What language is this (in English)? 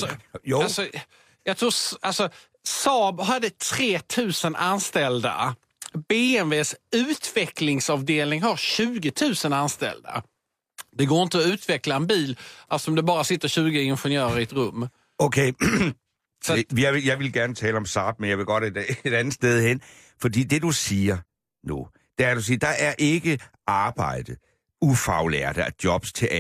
Danish